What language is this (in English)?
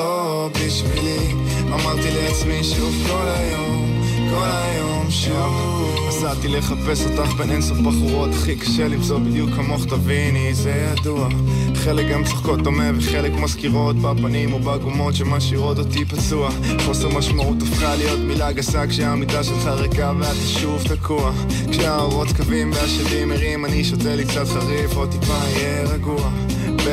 Hebrew